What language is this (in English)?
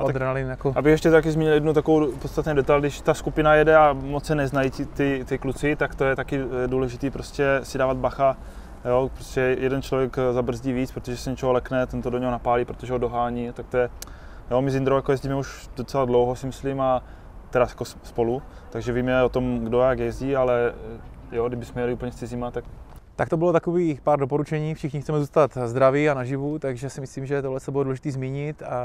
Czech